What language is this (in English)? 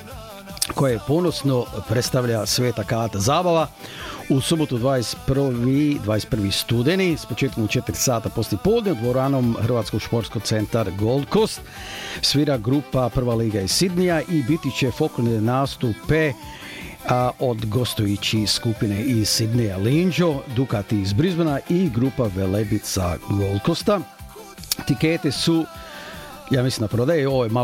Croatian